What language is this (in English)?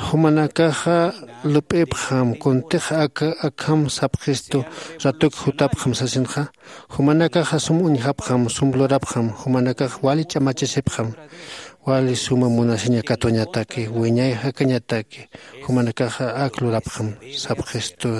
Aymara